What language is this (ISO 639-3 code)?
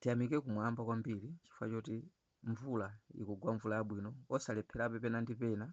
nya